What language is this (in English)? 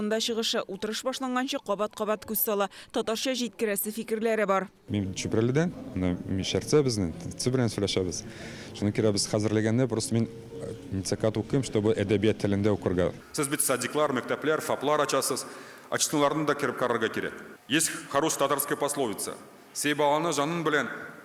Tatar